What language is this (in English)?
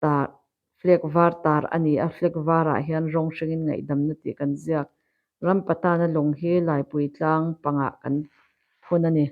Mizo